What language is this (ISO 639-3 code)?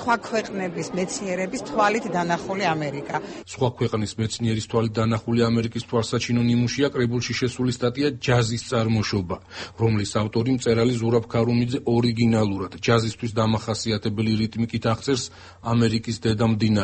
kat